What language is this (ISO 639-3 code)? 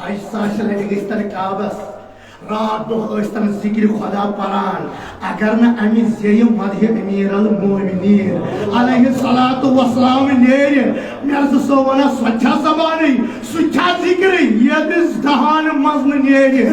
kas